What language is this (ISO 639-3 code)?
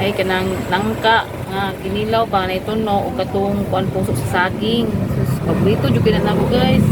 ceb